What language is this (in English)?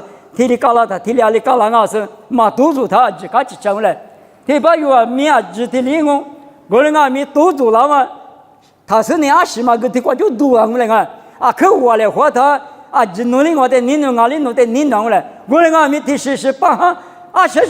Lisu